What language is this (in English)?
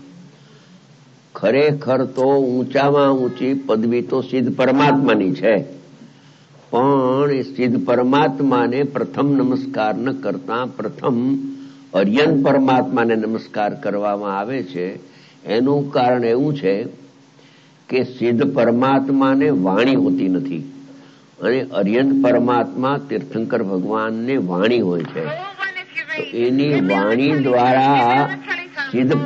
Gujarati